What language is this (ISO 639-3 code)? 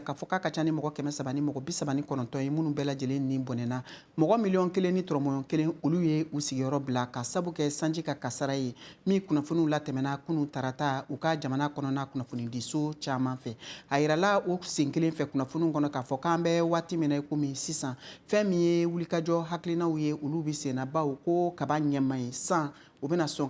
bam